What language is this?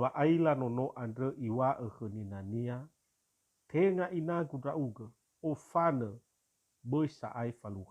Nias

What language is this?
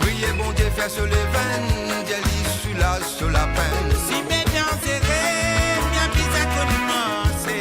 Morisyen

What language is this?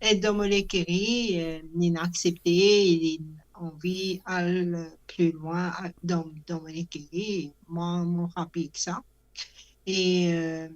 Morisyen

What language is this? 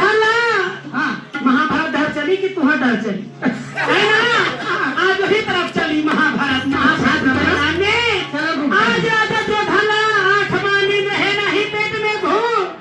Chhattisgarhi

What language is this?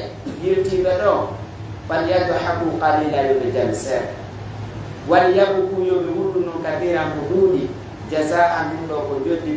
Pular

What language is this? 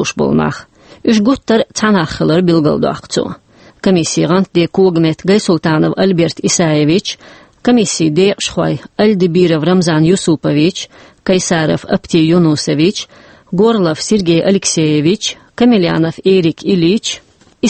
Chechen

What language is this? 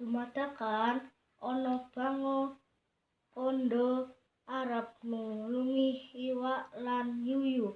Javanese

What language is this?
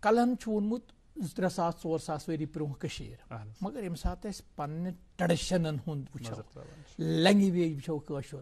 Kashmiri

